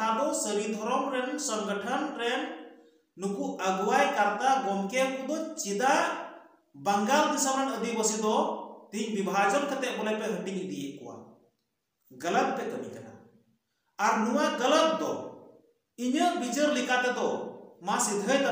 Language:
Santali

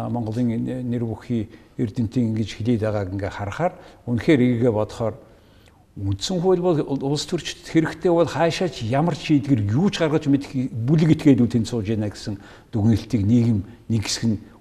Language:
Mongolian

